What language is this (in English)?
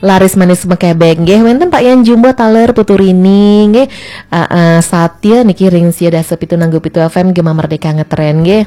Balinese